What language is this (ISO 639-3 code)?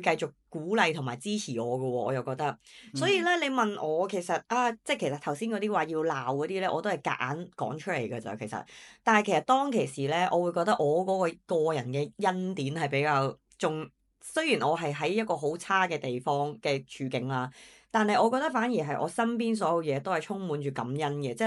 yue